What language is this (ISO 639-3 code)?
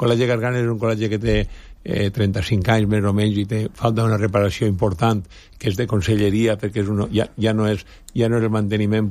cat